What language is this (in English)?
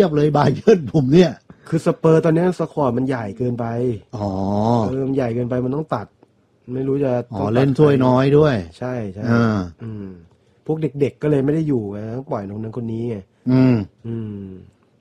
Thai